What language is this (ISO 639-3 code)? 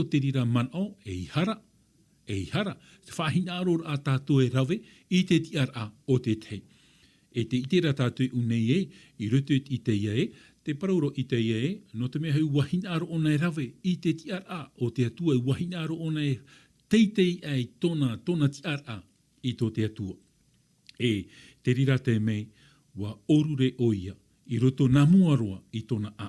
tah